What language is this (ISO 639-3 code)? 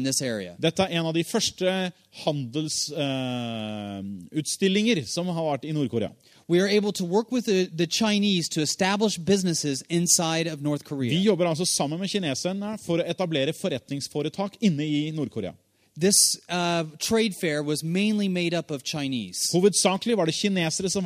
nor